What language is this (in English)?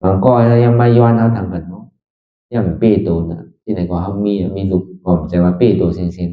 Shan